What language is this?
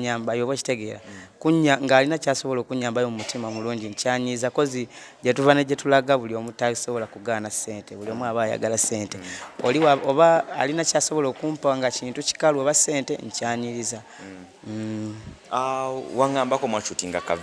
Ganda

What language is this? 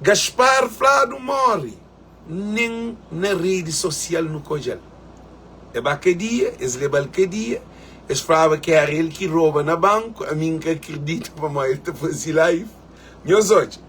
Kabuverdianu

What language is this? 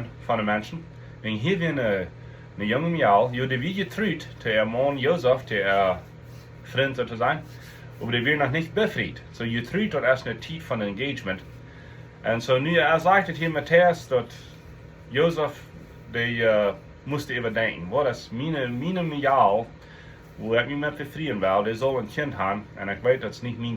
Plautdietsch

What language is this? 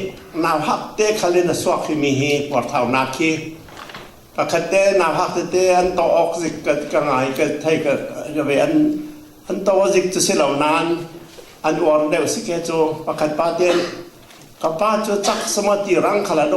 Falam Chin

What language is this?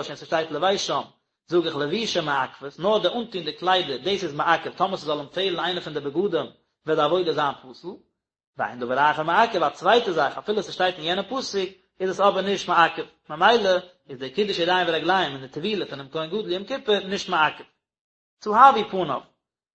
Yiddish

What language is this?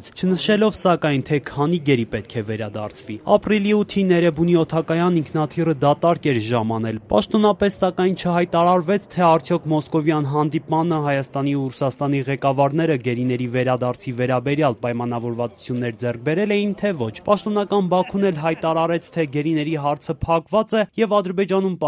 Armenian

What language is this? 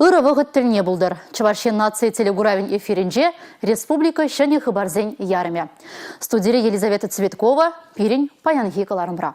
Chuvash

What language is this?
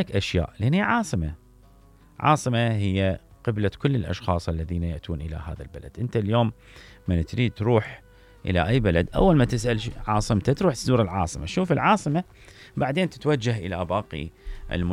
Mesopotamian Arabic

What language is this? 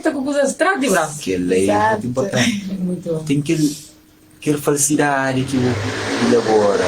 Kabuverdianu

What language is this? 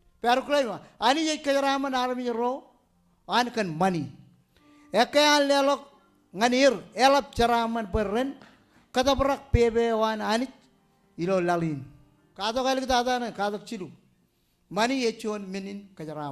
Marshallese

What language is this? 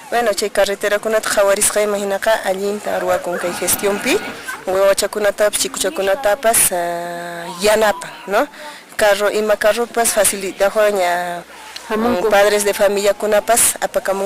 Quechua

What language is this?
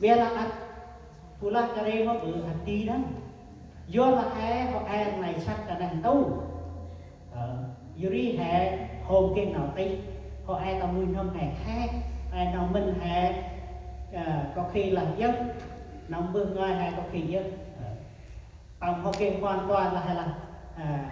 Central Mnong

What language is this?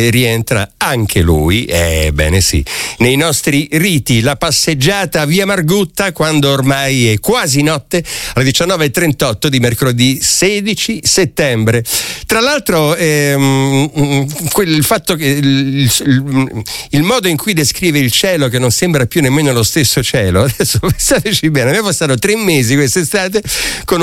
Italian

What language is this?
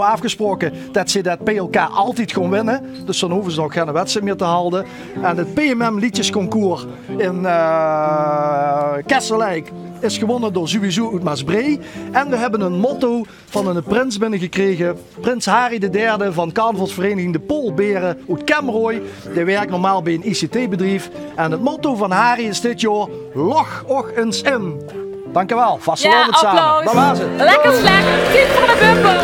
Limburgish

